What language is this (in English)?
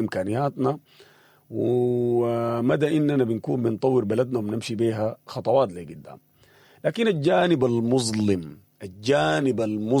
Sudanese Arabic